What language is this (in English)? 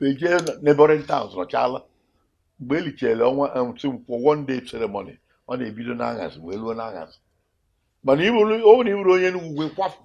Igbo